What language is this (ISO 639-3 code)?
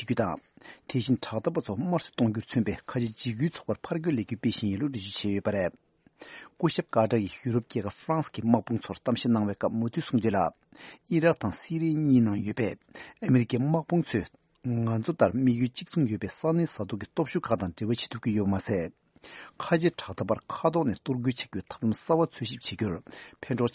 bod